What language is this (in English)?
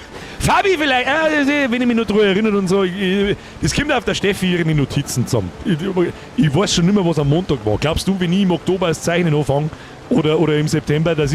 Bavarian